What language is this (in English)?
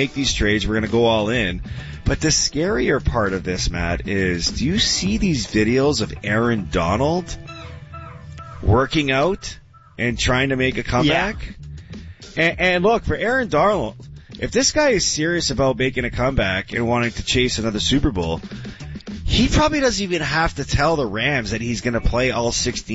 English